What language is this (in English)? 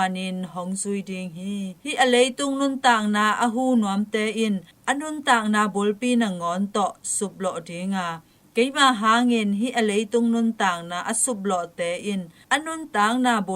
Tedim Chin